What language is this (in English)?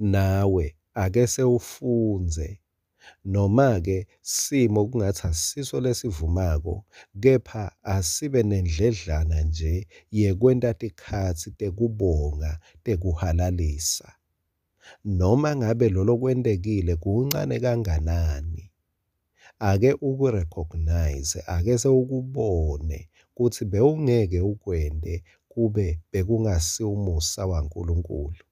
Swati